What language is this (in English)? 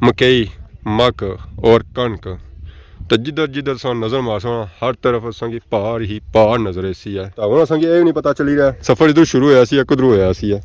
Pahari-Potwari